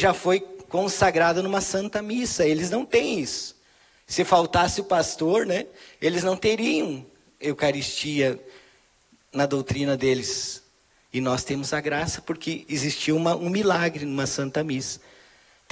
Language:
Portuguese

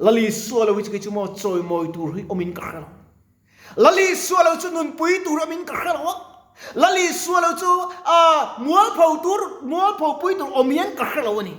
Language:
Mizo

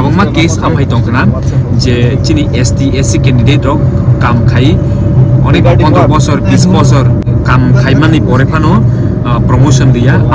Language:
Kok Borok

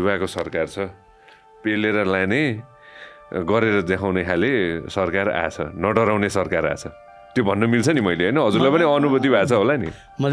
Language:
Nepali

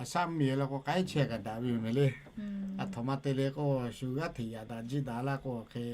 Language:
Lahu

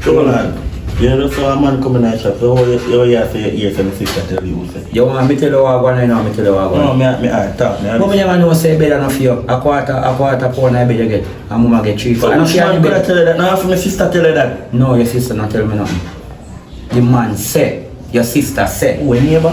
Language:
Jamaican Creole English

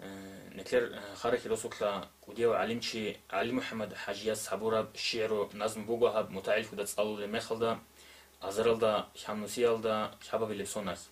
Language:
Avaric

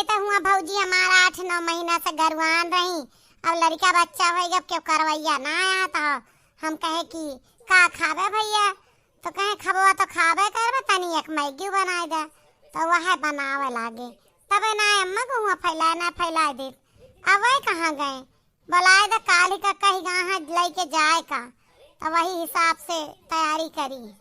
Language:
Awadhi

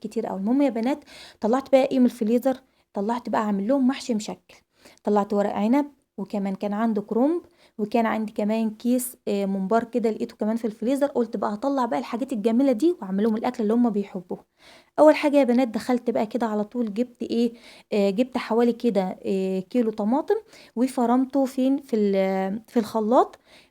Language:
Egyptian Arabic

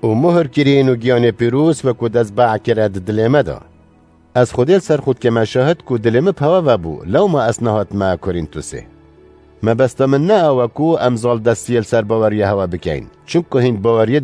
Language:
Kurdish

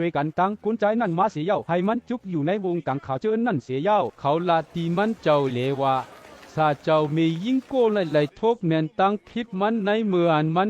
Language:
Shan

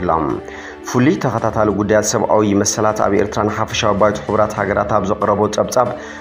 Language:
Tigrinya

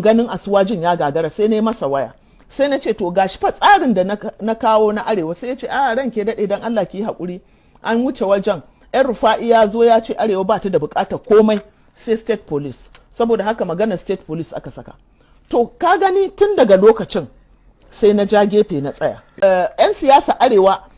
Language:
Hausa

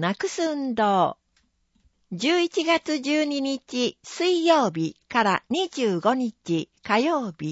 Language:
Japanese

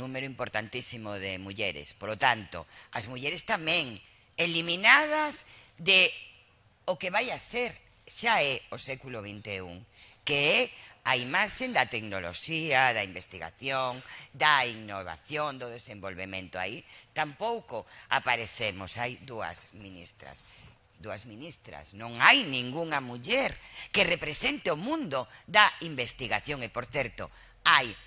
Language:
Galician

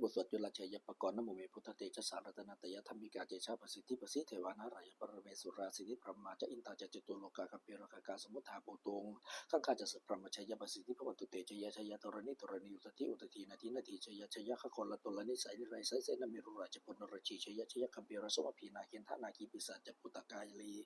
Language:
Pali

